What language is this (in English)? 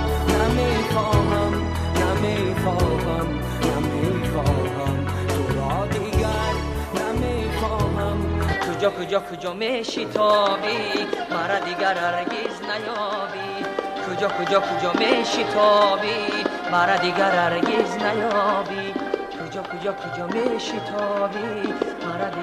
Tajik